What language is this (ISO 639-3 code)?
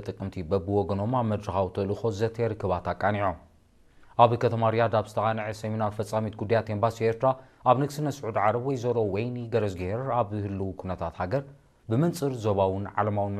tir